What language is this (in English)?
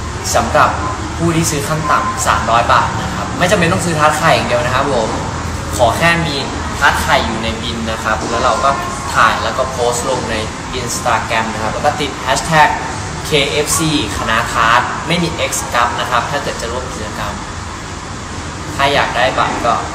Thai